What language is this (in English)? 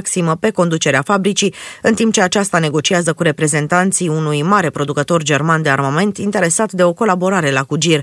Romanian